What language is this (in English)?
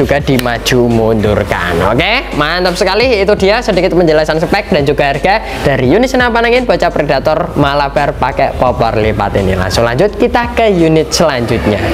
Indonesian